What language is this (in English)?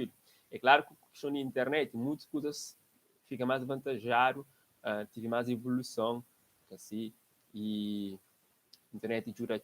Kabuverdianu